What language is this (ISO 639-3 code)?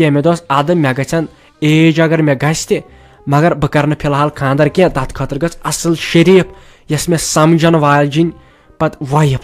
kas